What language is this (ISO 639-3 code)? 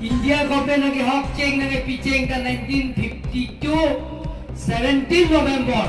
mjw